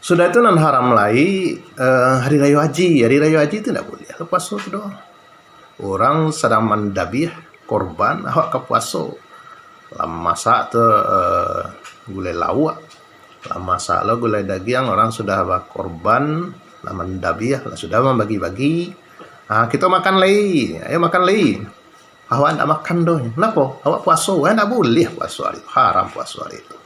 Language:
Minangkabau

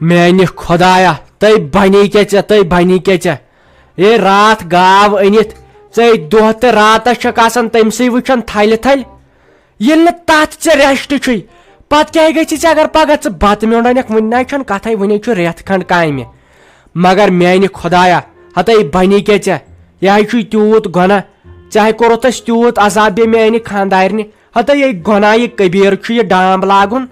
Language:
Kashmiri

